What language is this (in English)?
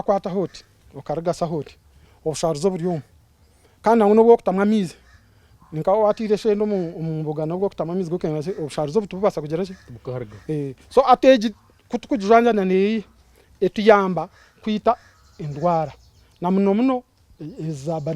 Nyankole